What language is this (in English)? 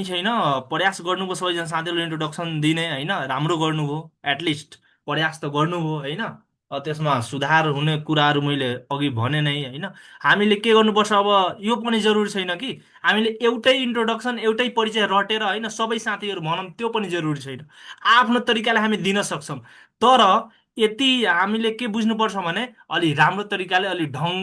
Nepali